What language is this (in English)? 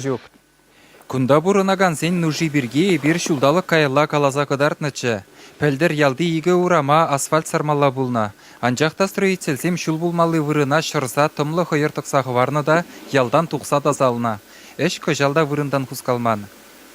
Chuvash